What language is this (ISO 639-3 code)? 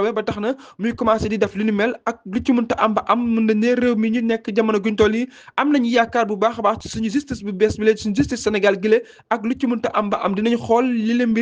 wol